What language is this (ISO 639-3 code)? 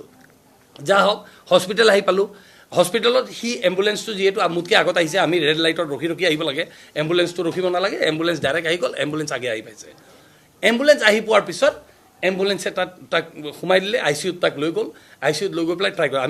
asm